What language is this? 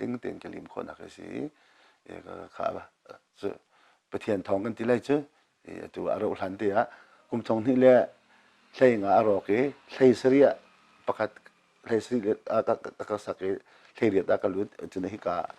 Hakha Chin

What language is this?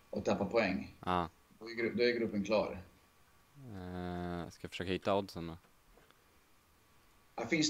Swedish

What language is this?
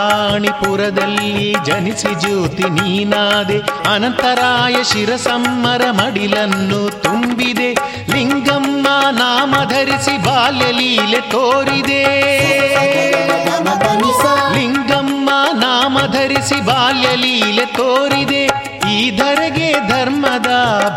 Kannada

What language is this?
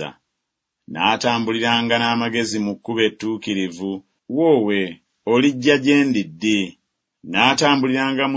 Ganda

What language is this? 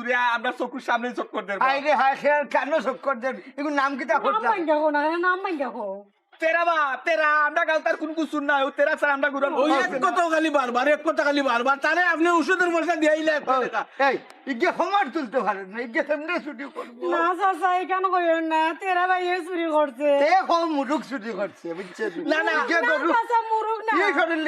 Sylheti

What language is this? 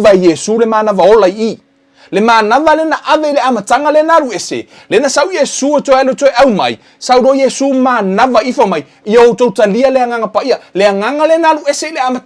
Samoan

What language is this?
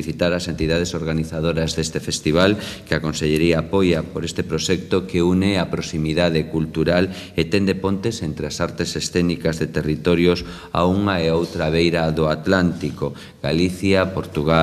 Galician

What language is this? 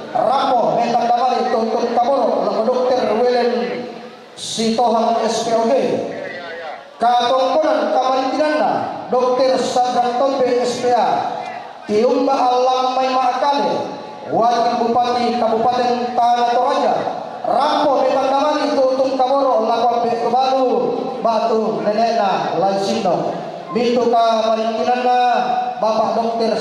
Toraja-Sa'dan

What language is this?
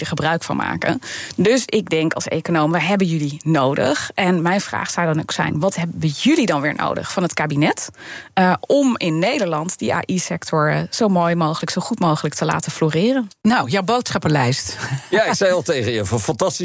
Dutch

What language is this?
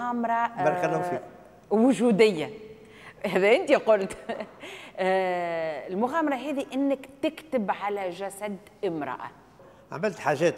Tunisian Arabic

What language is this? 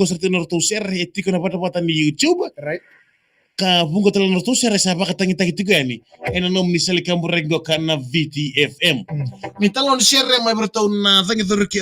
Fijian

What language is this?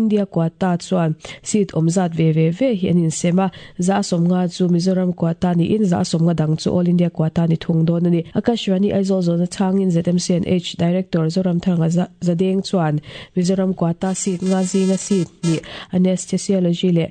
Mizo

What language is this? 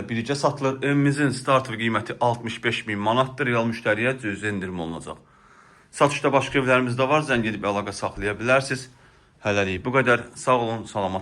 Azerbaijani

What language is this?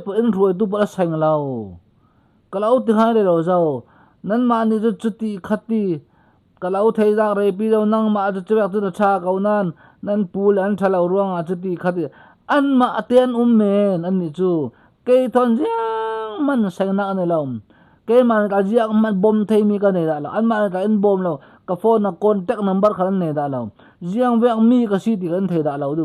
Falam Chin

